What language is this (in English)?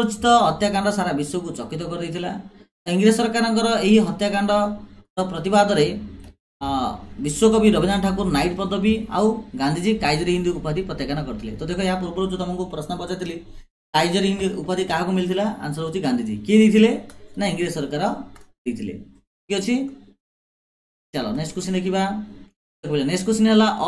Odia